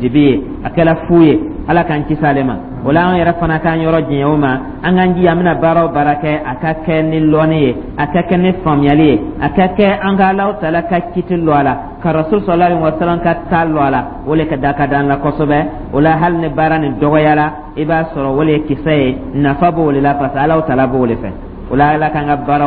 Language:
Dyula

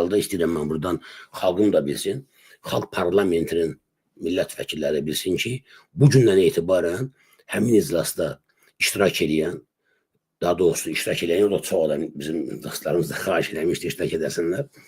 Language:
Azerbaijani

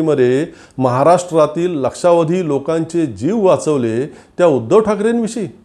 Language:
Marathi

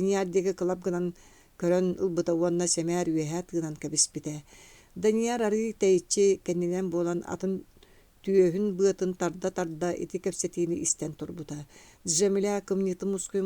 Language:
Yakut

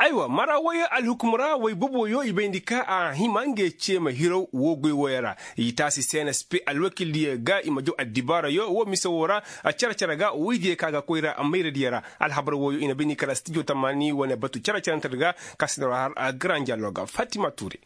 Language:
Koyraboro Senni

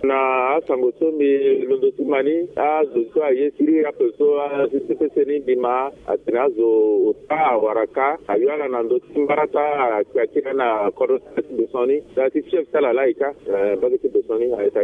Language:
Sango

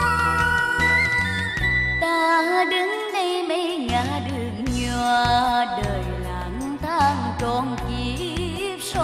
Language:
Vietnamese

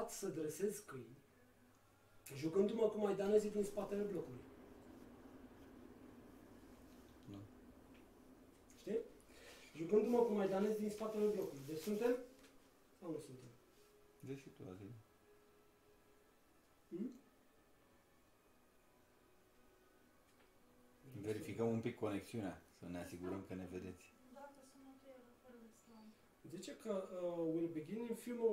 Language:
Romanian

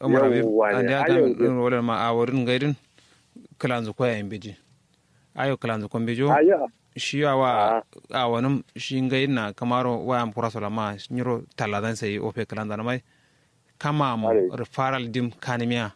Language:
Kanuri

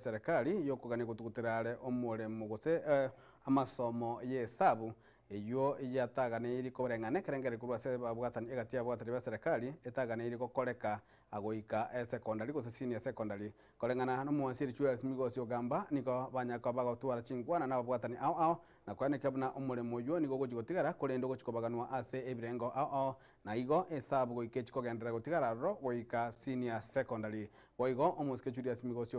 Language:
Gusii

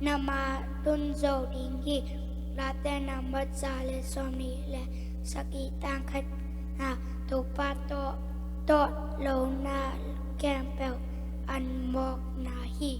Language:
Tedim Chin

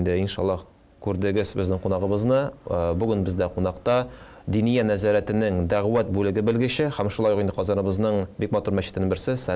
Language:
Tatar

